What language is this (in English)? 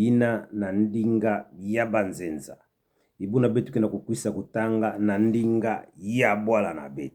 Kituba (Democratic Republic of Congo)